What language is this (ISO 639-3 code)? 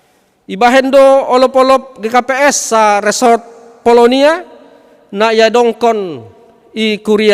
bts